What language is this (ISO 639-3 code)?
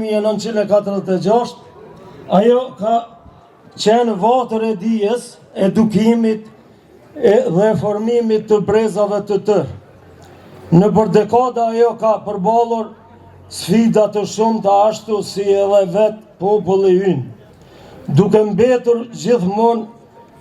sqi